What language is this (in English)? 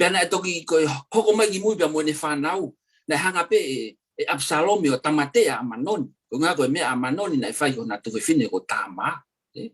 Tongan